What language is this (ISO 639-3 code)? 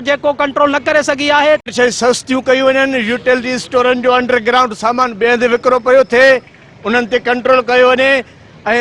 snd